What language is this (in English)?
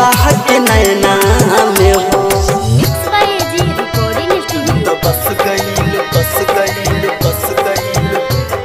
Bhojpuri